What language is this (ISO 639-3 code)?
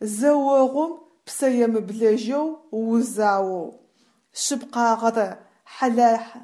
ady